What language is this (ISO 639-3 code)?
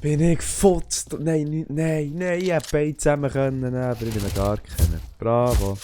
gsw